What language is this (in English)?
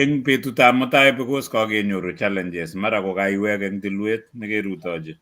Kalenjin